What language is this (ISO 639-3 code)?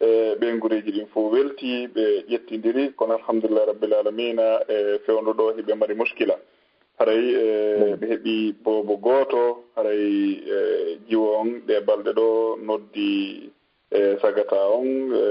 ful